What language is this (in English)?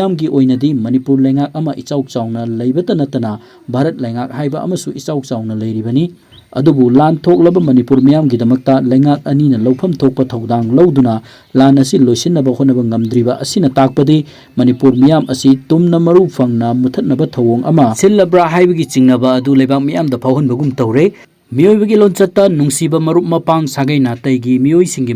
Manipuri